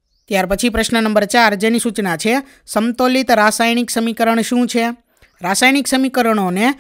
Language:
Gujarati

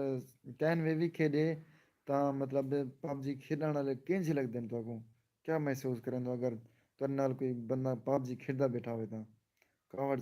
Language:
Saraiki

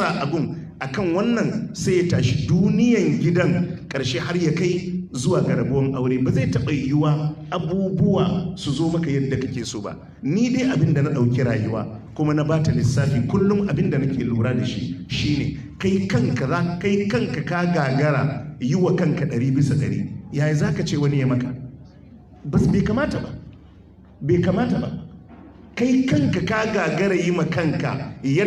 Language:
Hausa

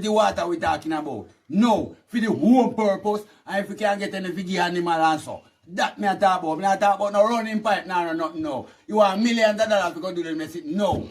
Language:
Jamaican Creole English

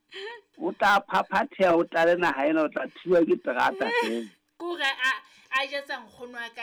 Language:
Southern Sotho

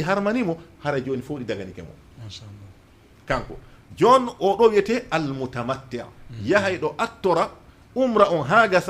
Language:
Fula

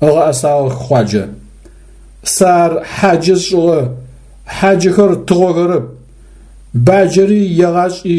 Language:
Adyghe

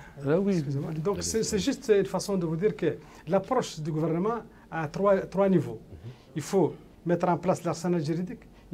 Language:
French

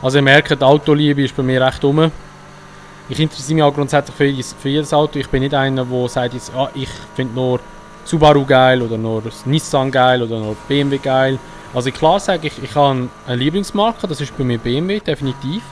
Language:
Swiss German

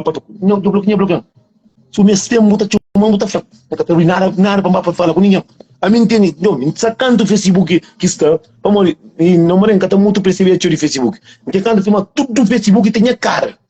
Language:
Kabuverdianu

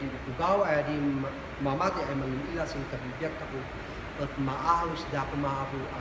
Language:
Kankanaey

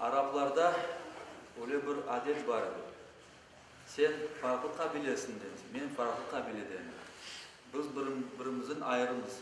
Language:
Crimean Tatar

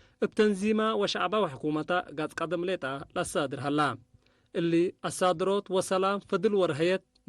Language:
Tigre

